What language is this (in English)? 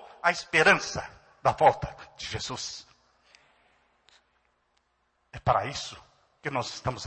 Portuguese